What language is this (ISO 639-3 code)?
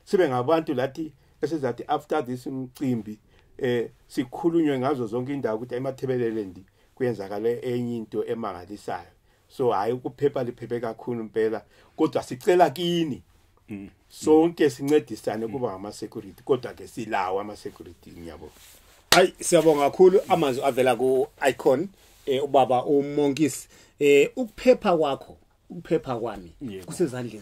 zul